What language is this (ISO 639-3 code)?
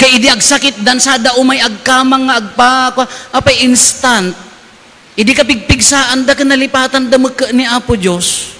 ilo